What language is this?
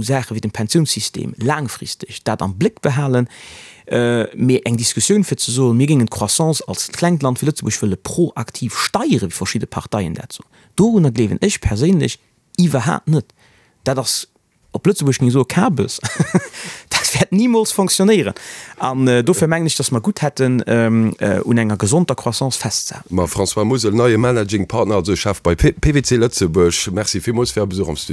Luxembourgish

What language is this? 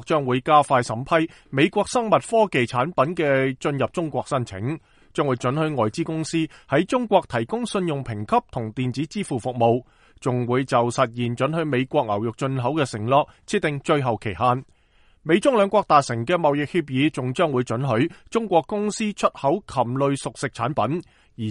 Cantonese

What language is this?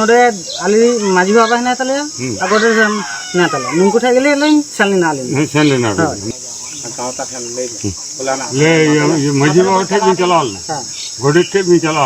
Santali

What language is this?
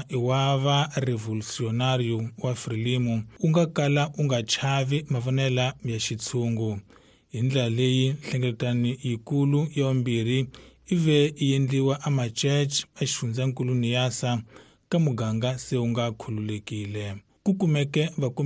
Tsonga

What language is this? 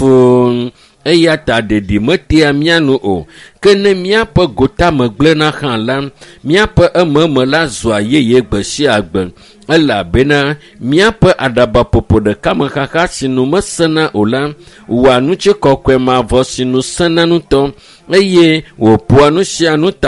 Ewe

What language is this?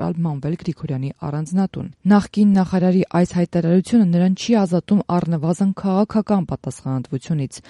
Armenian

